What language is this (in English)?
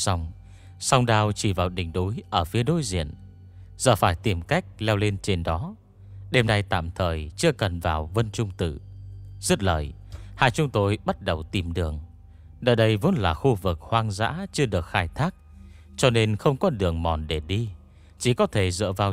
Vietnamese